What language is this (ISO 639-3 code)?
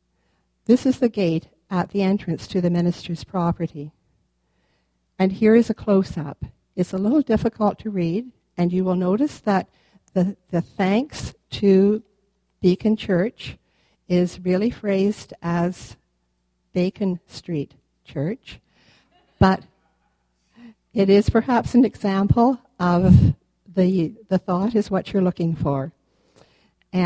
eng